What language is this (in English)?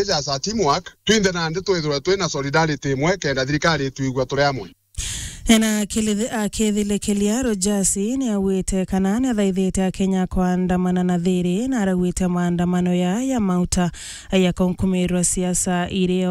Meru